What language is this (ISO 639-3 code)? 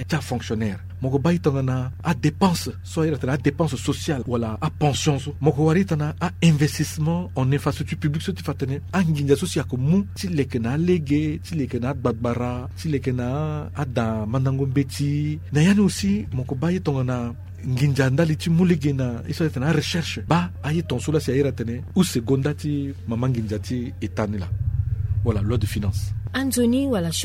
sag